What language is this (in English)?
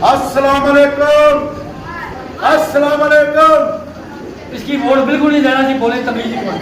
Pahari-Potwari